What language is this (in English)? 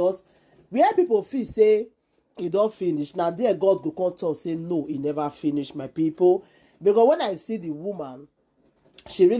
Nigerian Pidgin